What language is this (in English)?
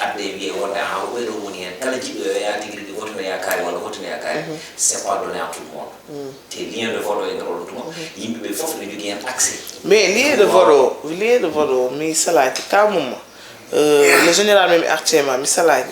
Fula